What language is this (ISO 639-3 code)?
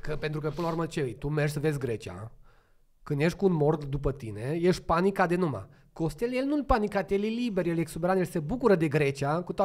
ron